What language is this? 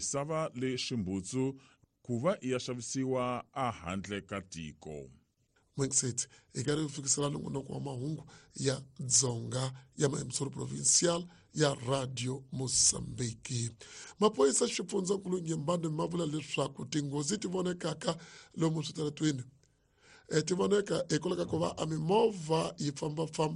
Tsonga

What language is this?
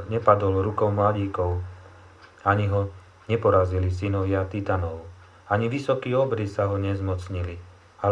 Slovak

